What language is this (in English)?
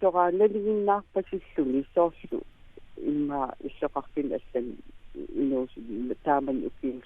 Kalaallisut